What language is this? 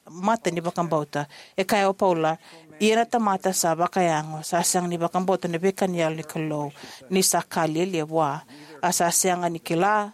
Fijian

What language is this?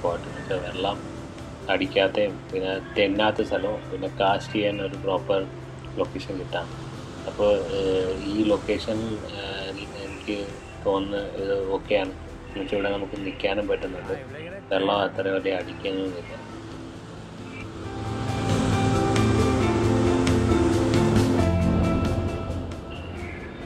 Malayalam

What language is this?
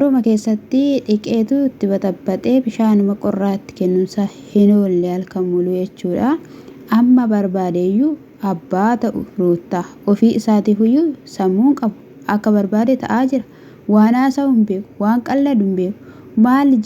Oromo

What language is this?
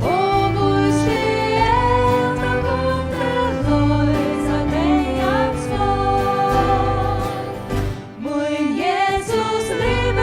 Faroese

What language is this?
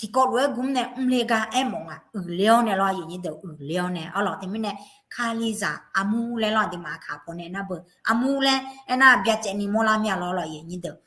Akha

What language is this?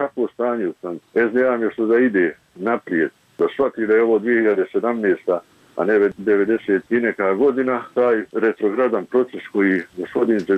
Bosnian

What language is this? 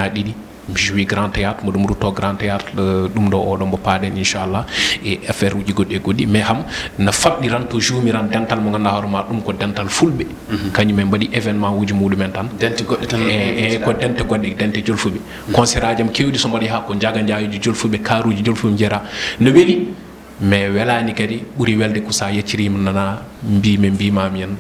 Fula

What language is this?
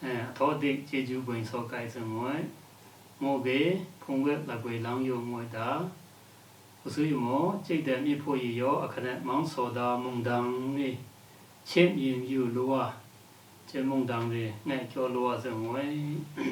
Lashi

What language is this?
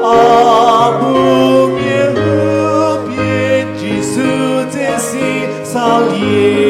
Chokri Naga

